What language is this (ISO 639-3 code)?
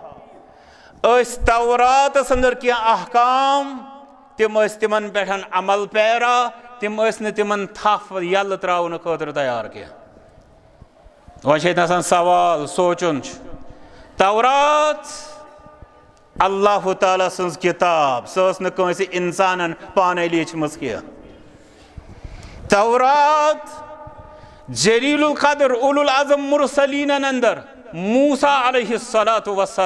kas